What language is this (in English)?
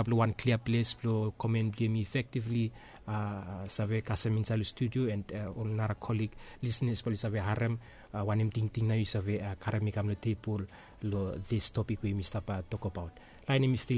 Bislama